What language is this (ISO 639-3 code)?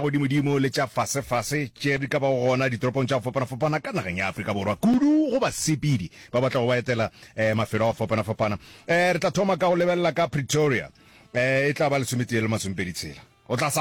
nso